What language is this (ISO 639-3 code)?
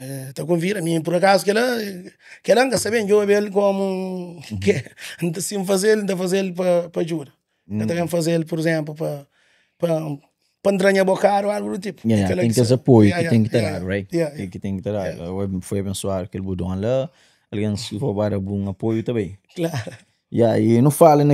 kea